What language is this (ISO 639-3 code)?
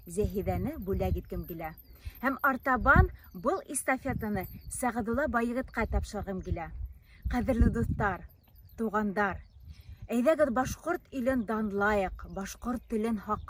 bak